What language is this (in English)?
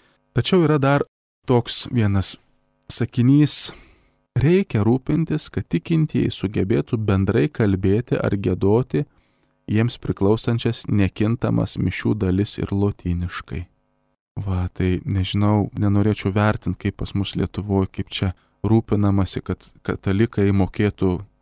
Lithuanian